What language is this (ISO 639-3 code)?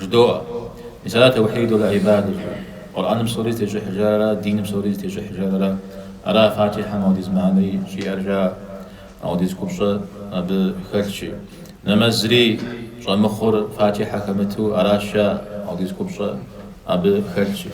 kbd